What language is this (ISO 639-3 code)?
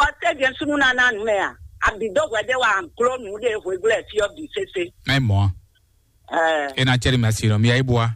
fon